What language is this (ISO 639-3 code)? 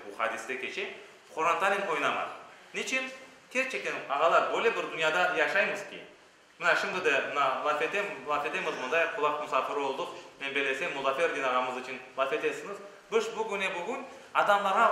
crh